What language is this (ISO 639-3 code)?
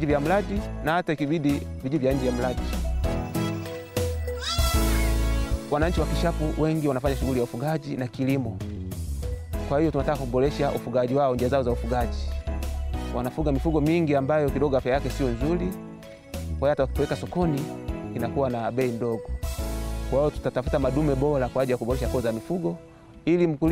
swa